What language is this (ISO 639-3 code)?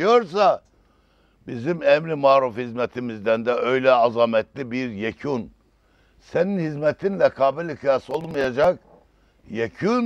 tur